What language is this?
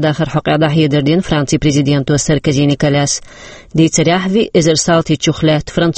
Chechen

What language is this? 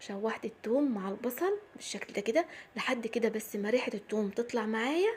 Egyptian Arabic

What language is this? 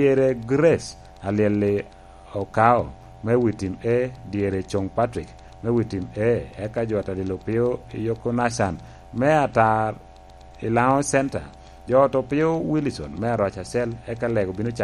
Lango (Uganda)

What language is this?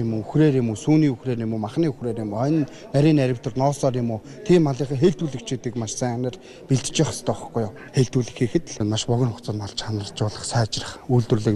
Mongolian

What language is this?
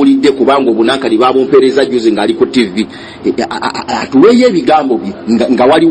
Ganda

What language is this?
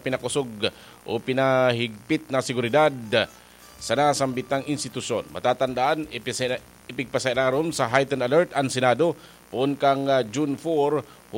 Bikol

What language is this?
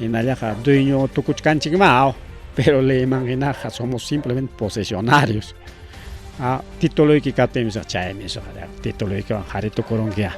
Ayacucho Quechua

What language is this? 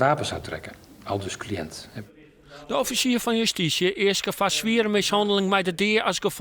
Western Frisian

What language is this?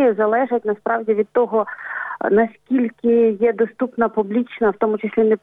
Ukrainian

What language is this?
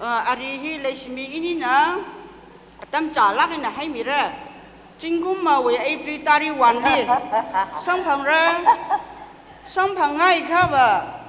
Tangkhul Naga (India)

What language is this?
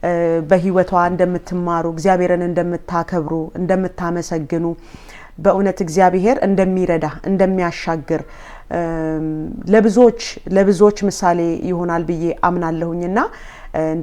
Amharic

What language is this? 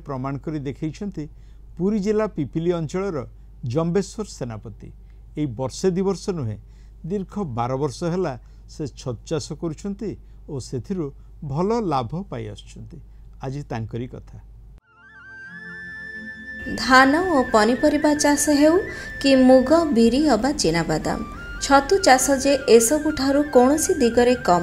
Odia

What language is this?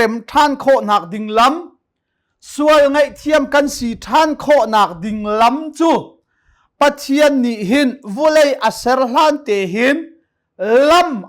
Hakha Chin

